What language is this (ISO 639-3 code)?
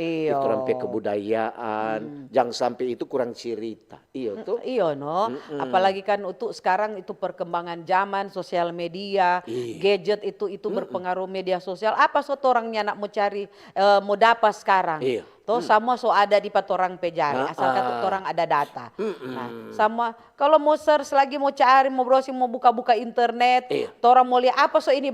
xmm